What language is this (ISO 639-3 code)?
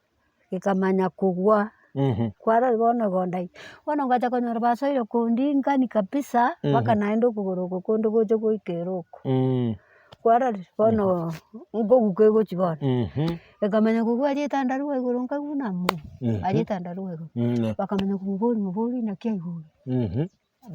guz